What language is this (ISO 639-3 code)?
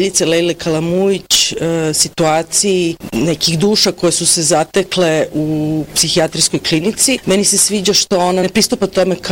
bos